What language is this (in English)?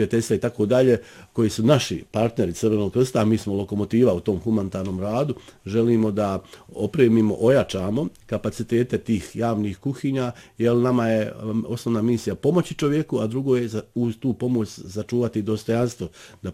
Bosnian